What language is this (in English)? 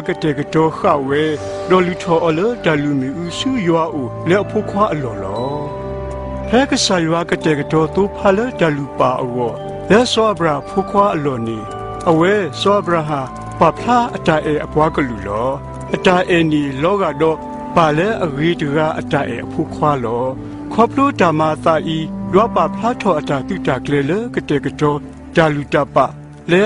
S'gaw Karen